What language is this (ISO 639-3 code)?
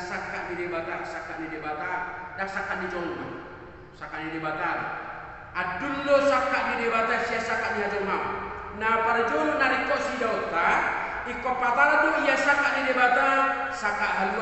bbc